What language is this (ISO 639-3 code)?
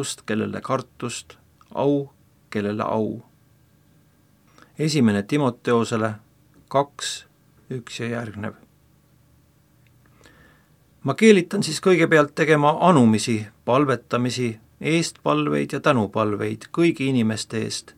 est